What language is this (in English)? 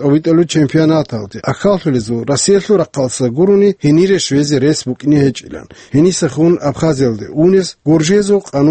Avaric